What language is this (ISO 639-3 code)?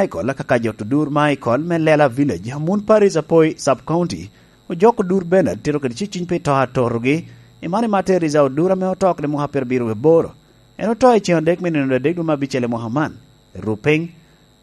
laj